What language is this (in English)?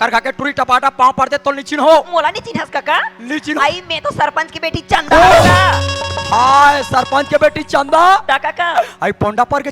Chhattisgarhi